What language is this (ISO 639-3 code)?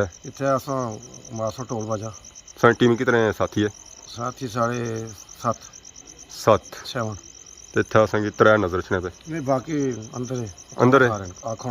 phr